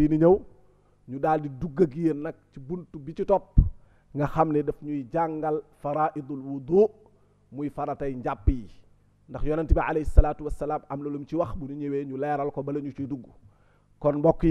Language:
Wolof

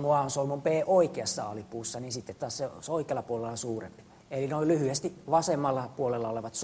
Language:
Finnish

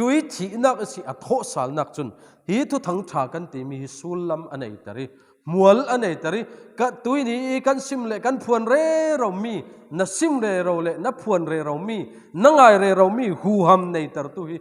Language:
Falam Chin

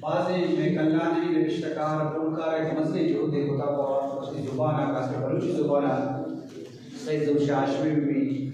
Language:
Eastern Balochi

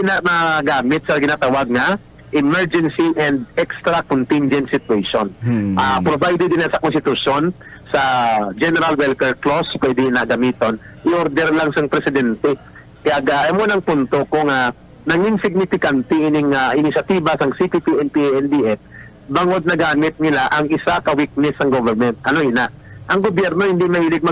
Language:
Hiligaynon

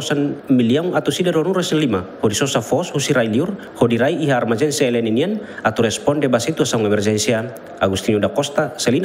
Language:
Tetum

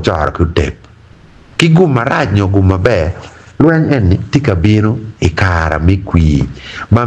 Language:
Acoli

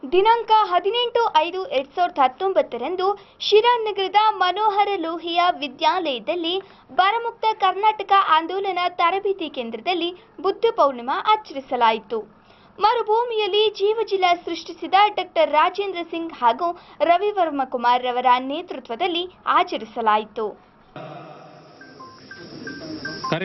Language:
Kannada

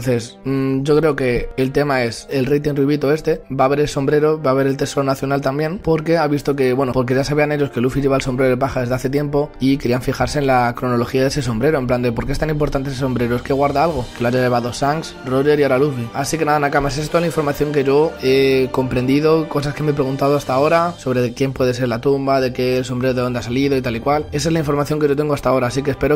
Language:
Spanish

